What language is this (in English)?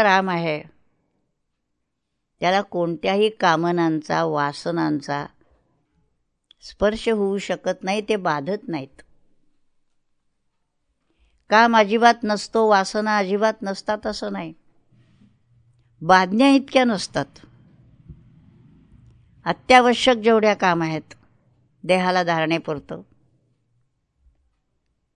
Marathi